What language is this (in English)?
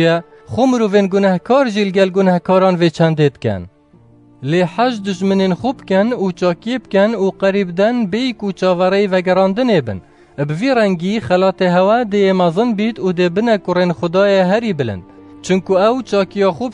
Kurdish